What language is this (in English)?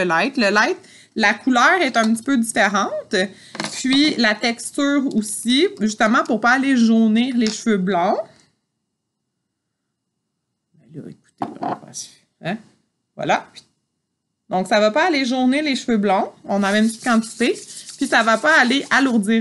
French